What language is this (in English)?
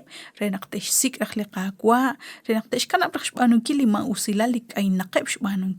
Kekchí